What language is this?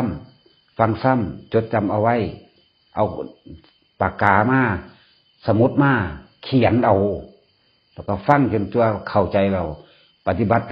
Northeastern Thai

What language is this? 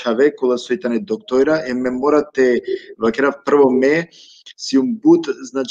Balkan Romani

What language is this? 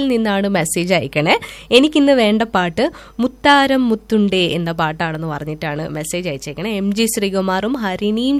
Malayalam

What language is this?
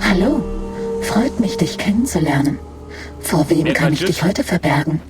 Bavarian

